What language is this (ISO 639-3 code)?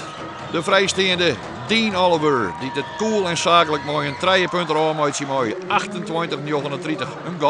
fry